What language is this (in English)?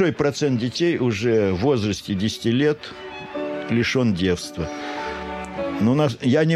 Russian